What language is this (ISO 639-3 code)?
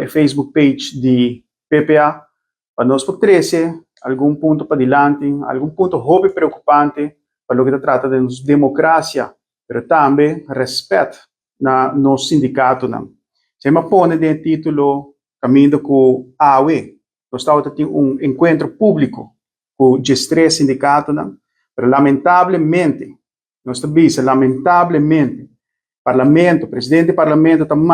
pap